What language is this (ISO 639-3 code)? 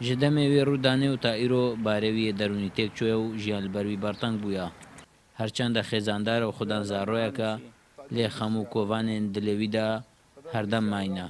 kur